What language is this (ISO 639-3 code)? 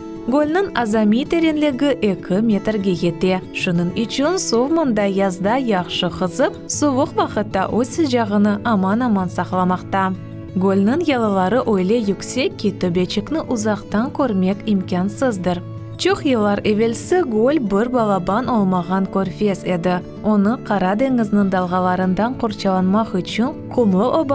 crh